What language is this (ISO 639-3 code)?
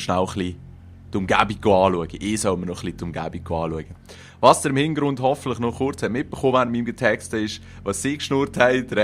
gsw